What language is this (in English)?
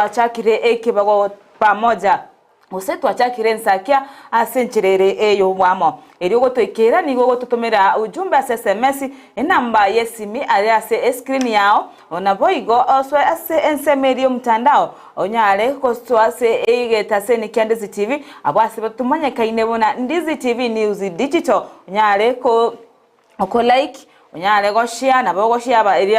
Gusii